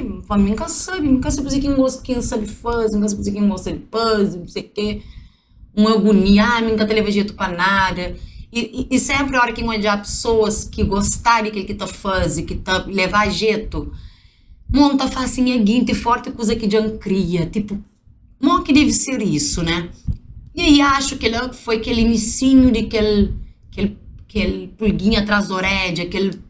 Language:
Kabuverdianu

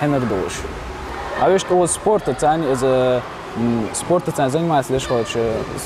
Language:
Ingush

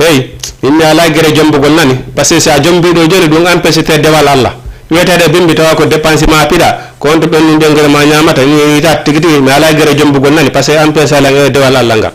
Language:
Fula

